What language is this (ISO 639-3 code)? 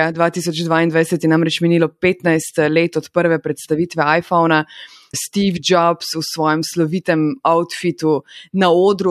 slv